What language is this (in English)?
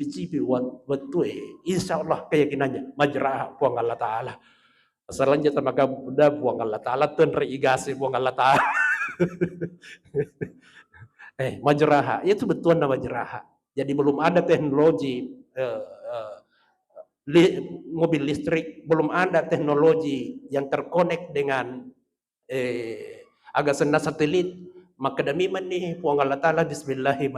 Buginese